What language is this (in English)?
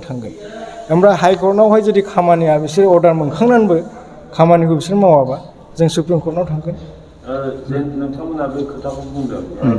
Bodo